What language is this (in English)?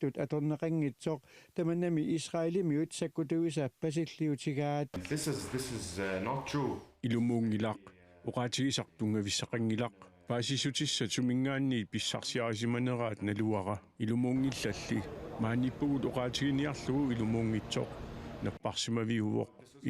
Kalaallisut